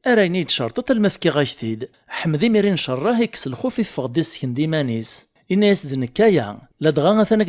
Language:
Kabyle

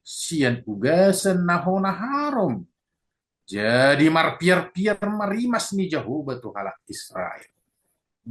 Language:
Batak Toba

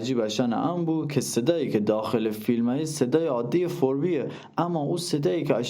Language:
Gilaki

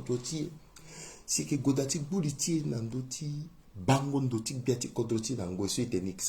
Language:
Sango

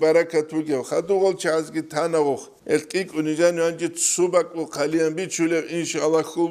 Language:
Avaric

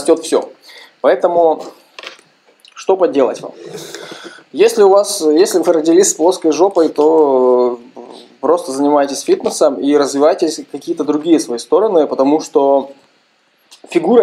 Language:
Russian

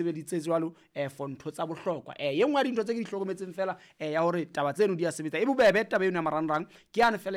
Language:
Southern Sotho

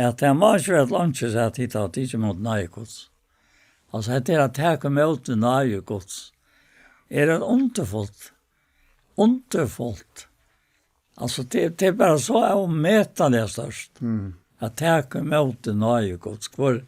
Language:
Faroese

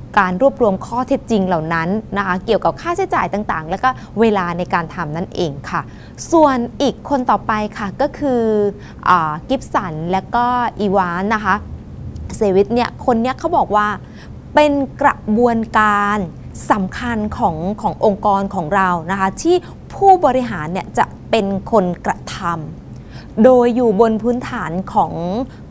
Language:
Thai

